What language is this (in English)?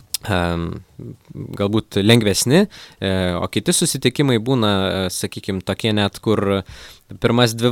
Lithuanian